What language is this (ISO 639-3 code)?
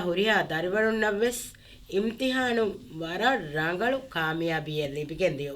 div